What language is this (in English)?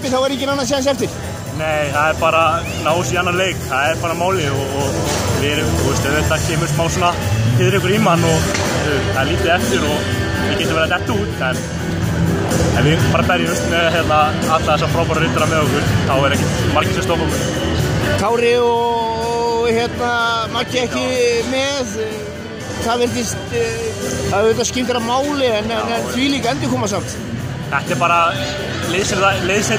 Icelandic